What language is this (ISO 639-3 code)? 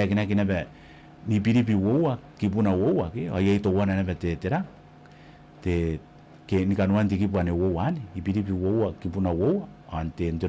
gil